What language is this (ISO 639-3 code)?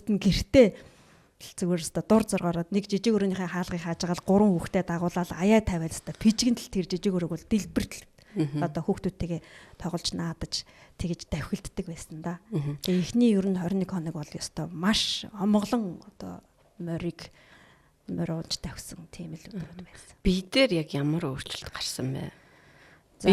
mon